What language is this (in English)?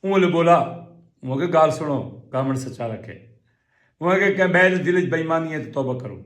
Saraiki